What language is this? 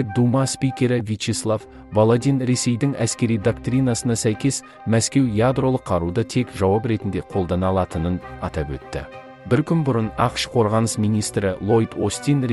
Kazakh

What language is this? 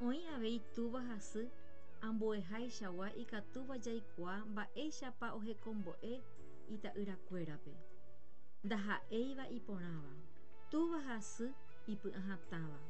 Guarani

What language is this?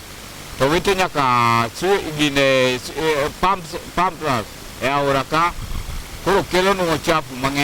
Luo (Kenya and Tanzania)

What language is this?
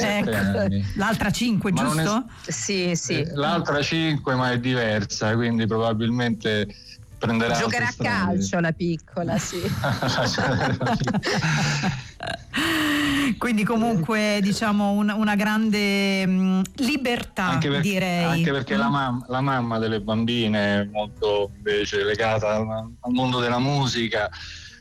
Italian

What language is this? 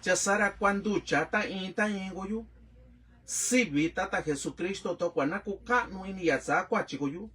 Mixtepec Mixtec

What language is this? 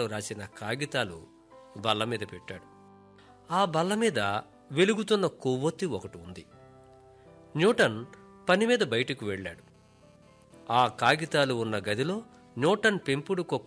Telugu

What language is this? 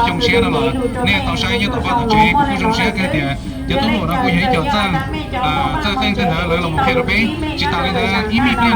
Hmong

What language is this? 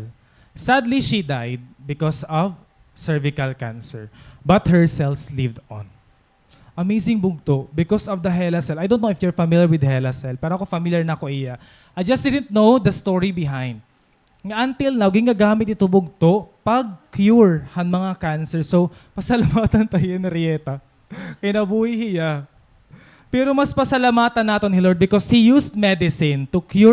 Waray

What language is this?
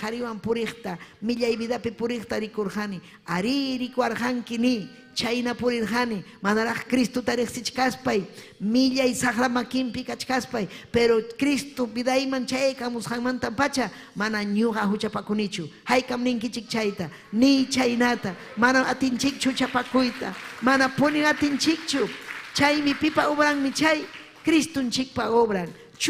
Ayacucho Quechua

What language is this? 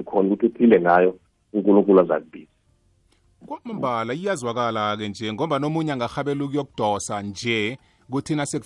South Ndebele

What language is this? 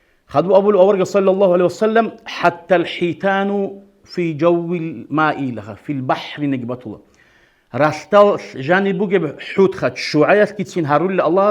Avaric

